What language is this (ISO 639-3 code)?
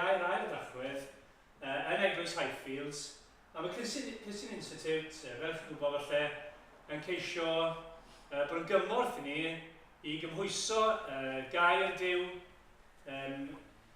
cym